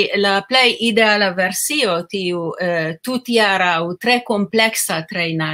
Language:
Esperanto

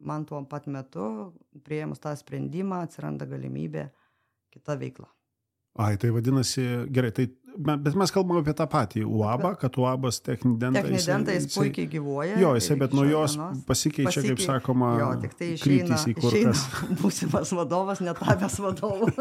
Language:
Lithuanian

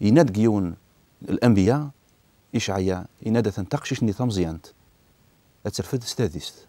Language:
Kabyle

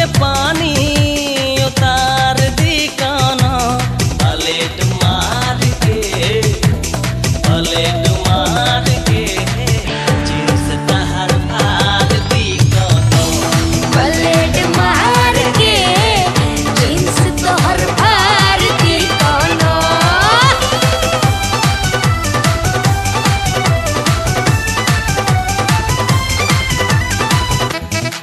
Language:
Bhojpuri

